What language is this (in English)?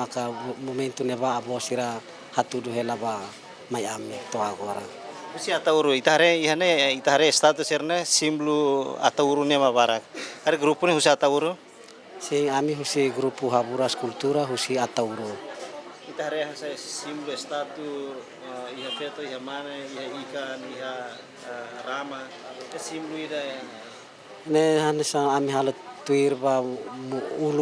Tetum